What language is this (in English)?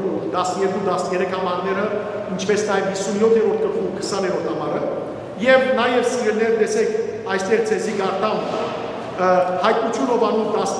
Western Armenian